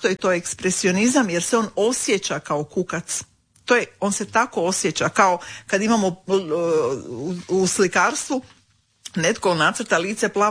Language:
Croatian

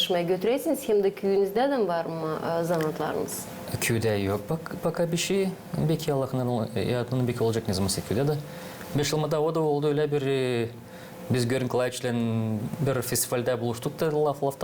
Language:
Gagauz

